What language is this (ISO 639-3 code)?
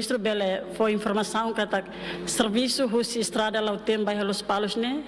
tet